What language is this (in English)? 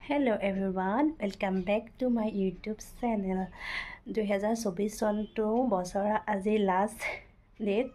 Assamese